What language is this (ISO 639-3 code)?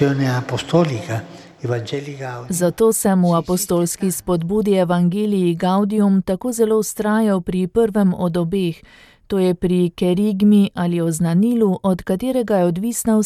slv